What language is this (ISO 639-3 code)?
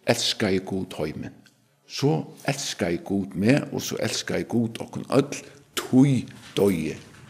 fao